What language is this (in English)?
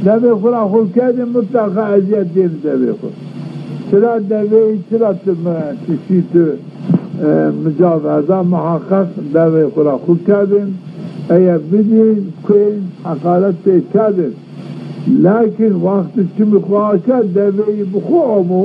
Zaza